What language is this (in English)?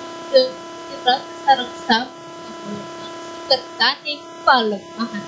Balinese